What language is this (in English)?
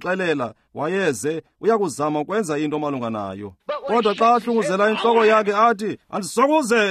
Xhosa